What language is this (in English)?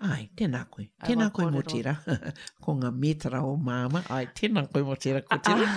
Māori